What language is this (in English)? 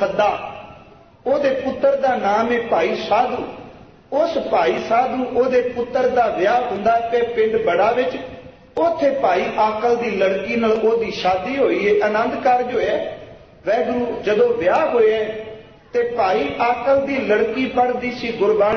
Punjabi